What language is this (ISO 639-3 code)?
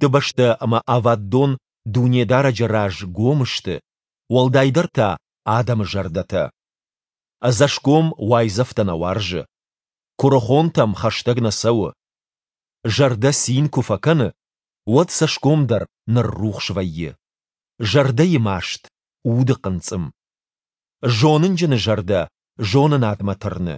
oss